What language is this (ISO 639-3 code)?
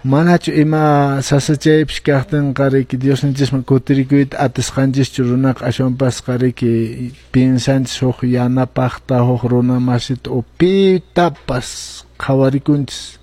que